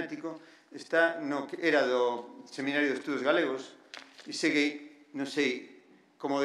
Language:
Galician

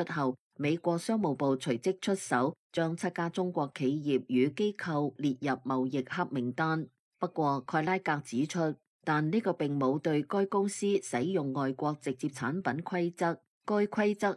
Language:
Cantonese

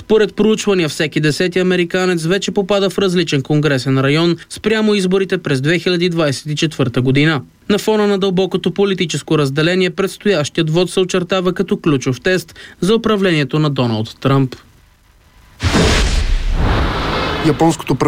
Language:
Bulgarian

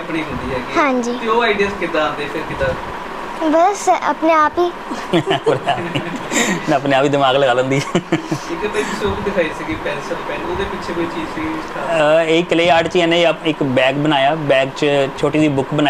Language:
Punjabi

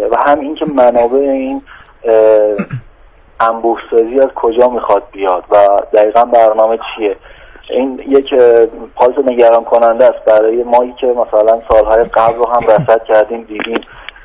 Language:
Persian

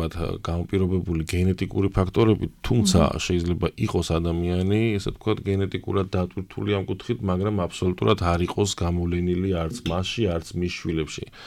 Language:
Georgian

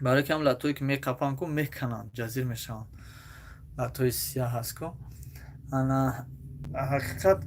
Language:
Tajik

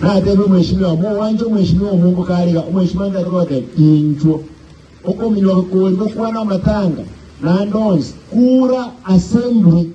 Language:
Gusii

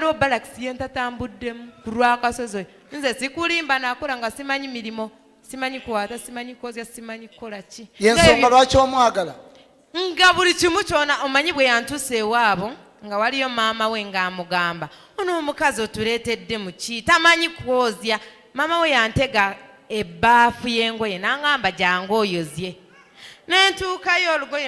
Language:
Ganda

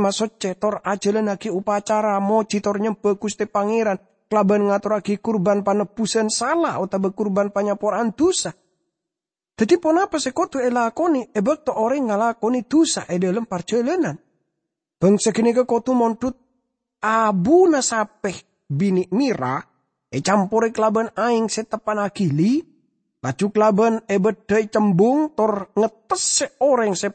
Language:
Madurese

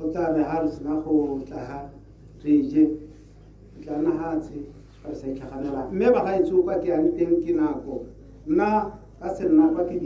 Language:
Tswana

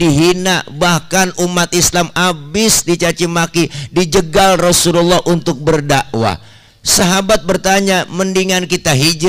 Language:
Betawi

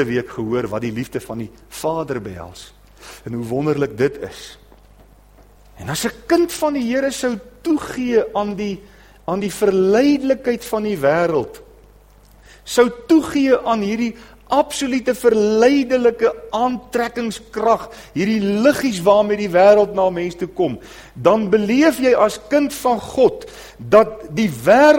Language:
Afrikaans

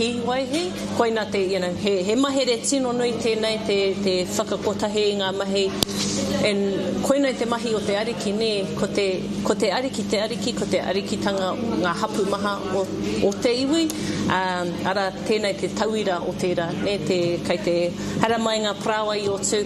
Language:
Māori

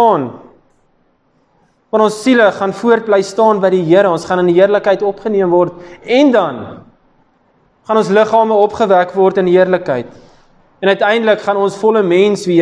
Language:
Afrikaans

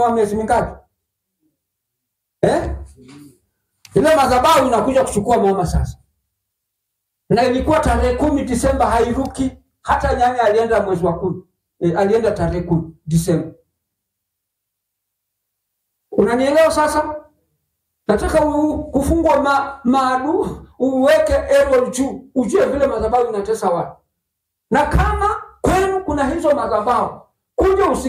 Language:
Swahili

